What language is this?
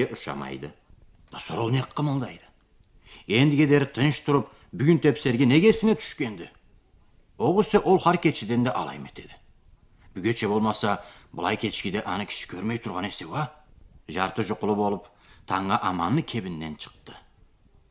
Karachay-Balkar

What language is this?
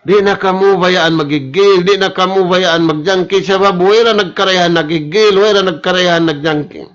Tausug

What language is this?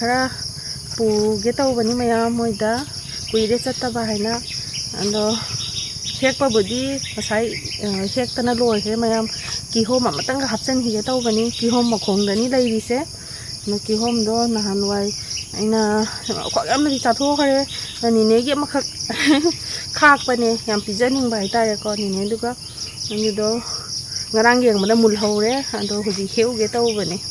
Manipuri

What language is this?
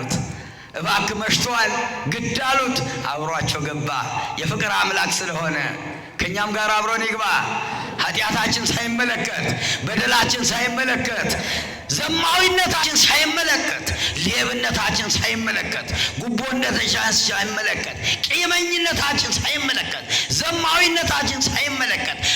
Amharic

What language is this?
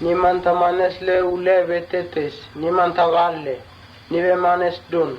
Mota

